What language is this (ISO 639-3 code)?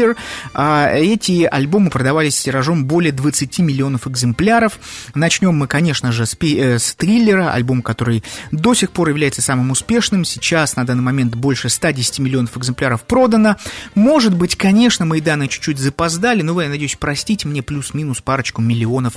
rus